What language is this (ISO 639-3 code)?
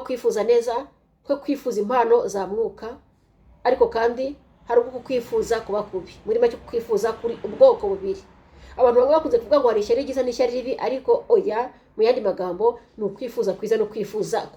kin